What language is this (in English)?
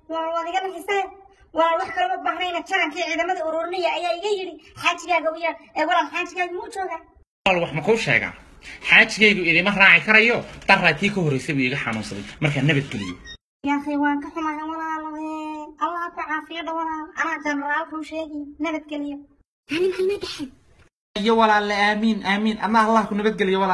Somali